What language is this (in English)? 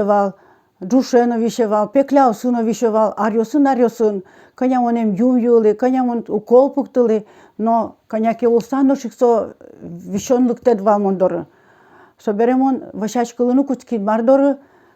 Udmurt